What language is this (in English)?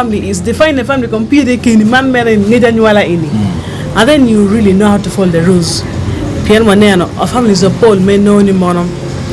Acoli